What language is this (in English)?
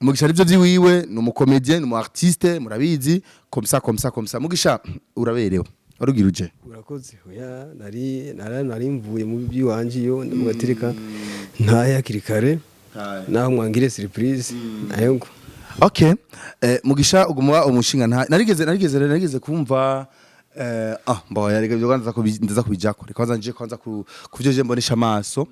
Rundi